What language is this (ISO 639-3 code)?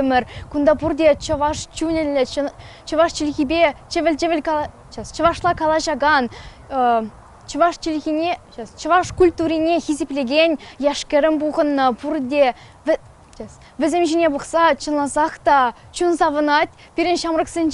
chv